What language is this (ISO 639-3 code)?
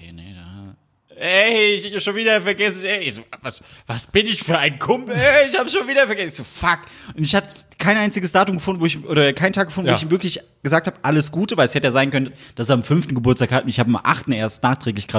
deu